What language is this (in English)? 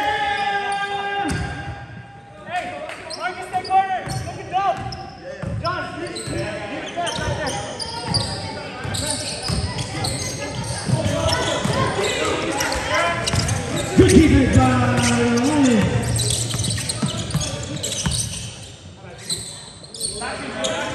English